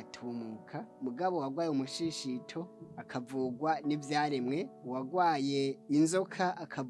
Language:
Rundi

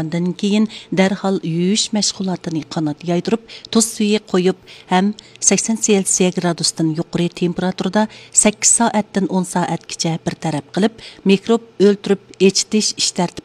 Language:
Uyghur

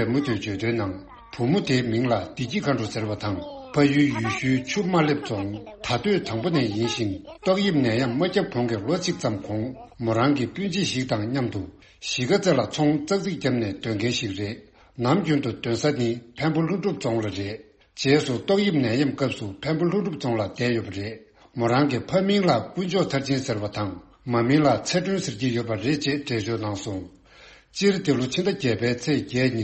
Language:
Tibetan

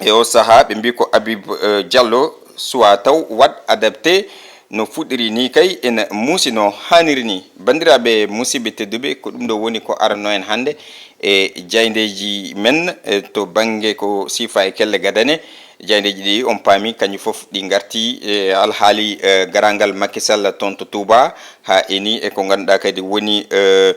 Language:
Fula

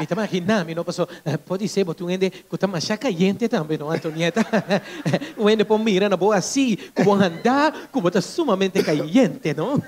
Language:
Papiamento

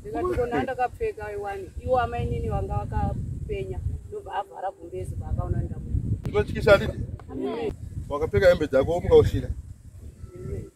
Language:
Shona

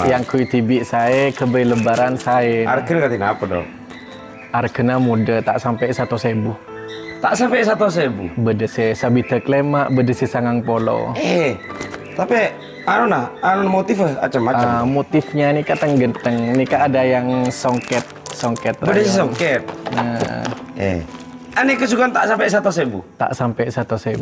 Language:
Madurese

